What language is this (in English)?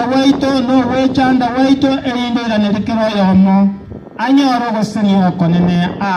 Gusii